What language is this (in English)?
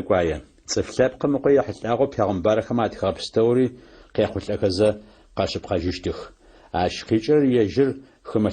Adyghe